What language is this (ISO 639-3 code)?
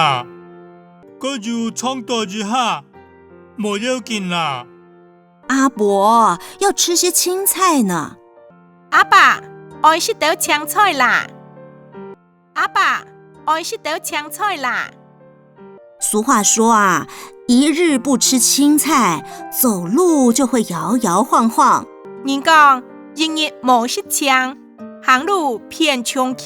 hak